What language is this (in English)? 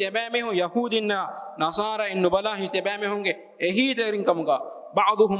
Divehi